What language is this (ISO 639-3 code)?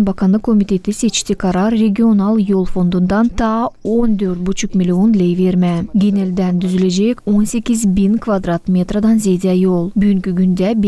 gag